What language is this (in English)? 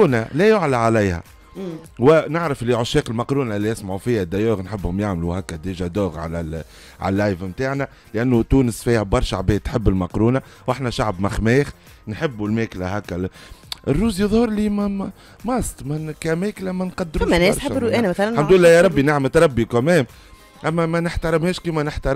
Tunisian Arabic